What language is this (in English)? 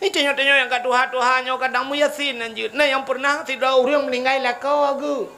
Achinese